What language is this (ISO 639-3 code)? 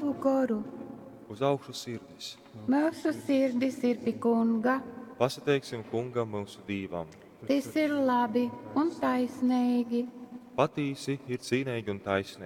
ltg